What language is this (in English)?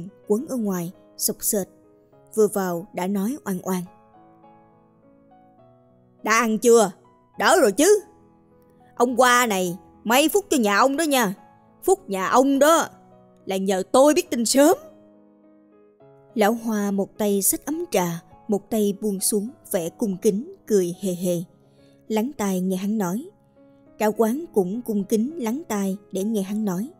Vietnamese